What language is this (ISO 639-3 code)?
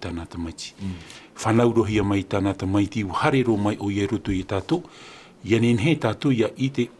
tah